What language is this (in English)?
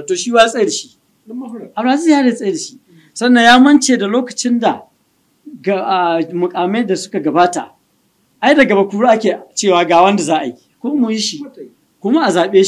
Hausa